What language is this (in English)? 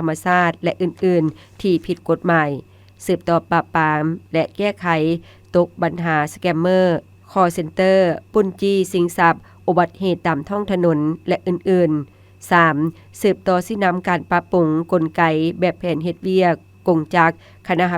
Lao